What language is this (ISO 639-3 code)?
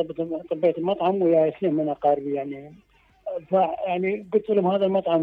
acm